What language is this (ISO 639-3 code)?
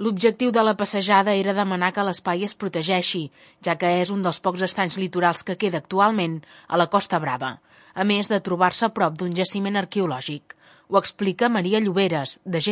cat